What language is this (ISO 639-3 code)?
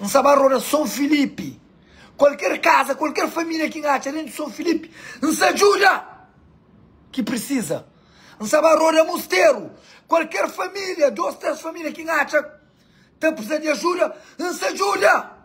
kea